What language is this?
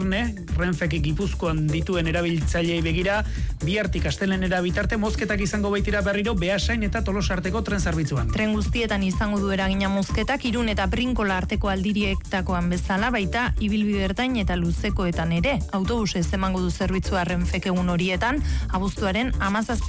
Basque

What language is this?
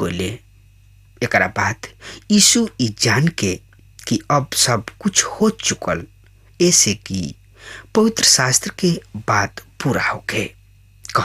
Bhojpuri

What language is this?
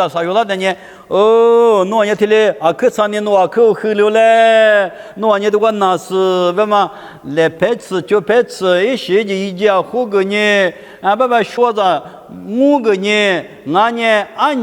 Lisu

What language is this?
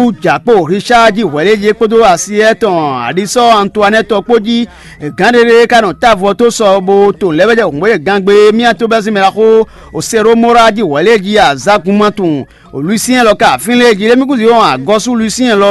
Fon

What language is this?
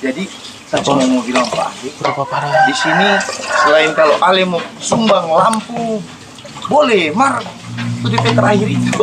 Manado Malay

